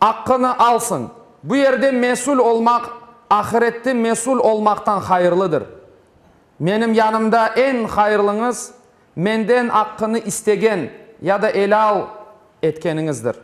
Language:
Crimean Tatar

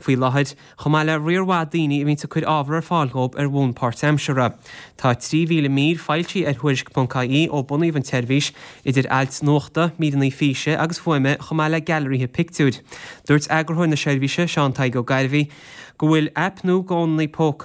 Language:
Irish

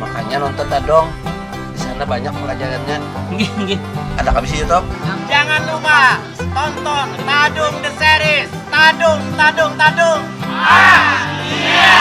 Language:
Banjar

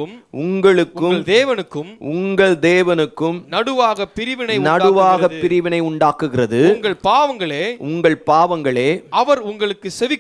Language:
Tamil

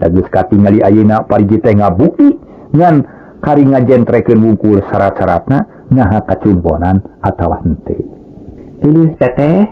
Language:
Sundanese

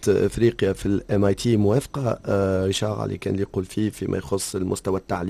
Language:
Tunisian Arabic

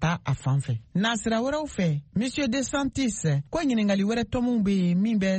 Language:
Bambara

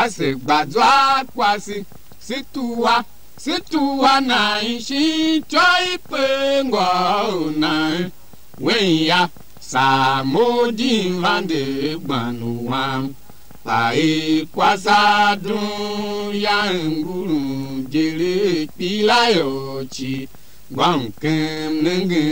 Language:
Tiv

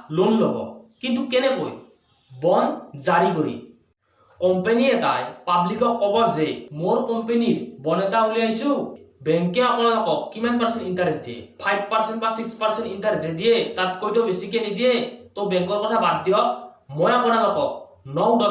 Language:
Assamese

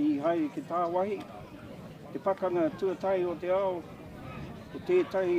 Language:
Māori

